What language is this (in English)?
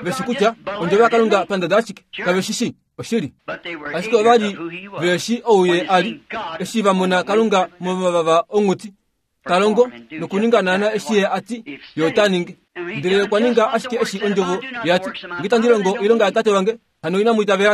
Kuanyama